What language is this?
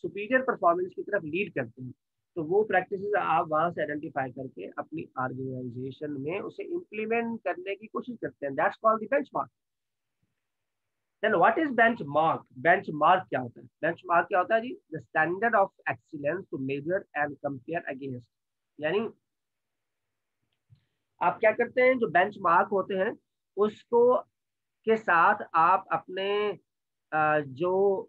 Hindi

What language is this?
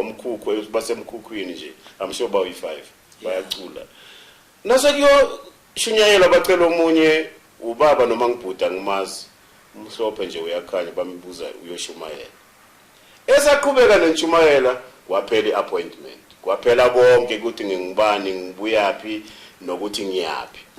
Zulu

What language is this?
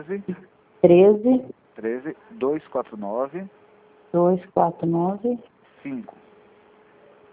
Portuguese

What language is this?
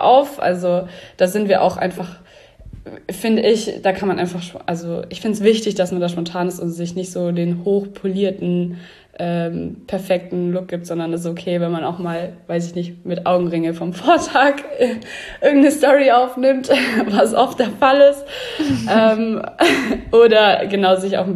German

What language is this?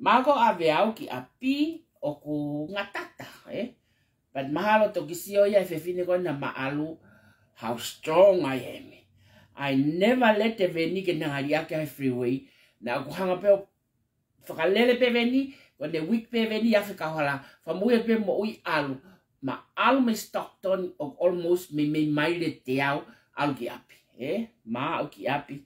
Tongan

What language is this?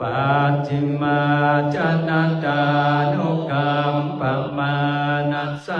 Pali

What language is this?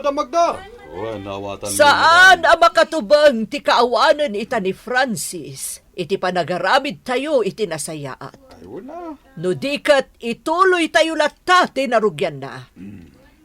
Iloko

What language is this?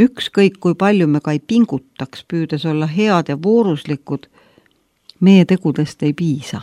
Estonian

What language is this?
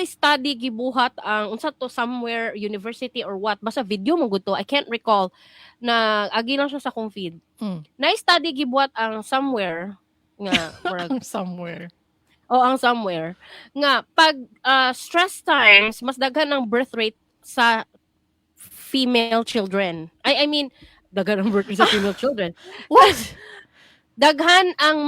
Cebuano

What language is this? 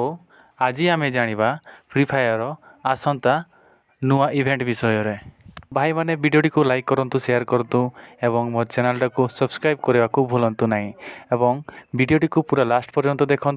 Odia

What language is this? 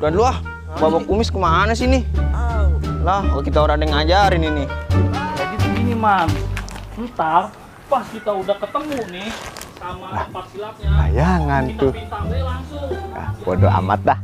Betawi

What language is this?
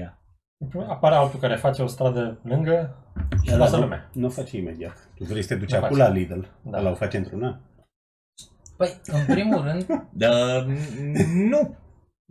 Romanian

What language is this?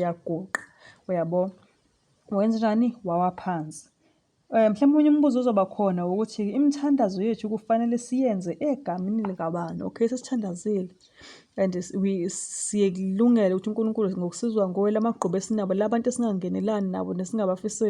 Zulu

